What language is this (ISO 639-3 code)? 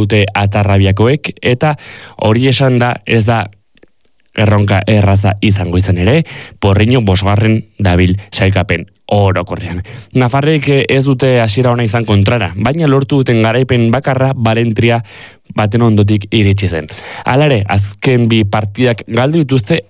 eus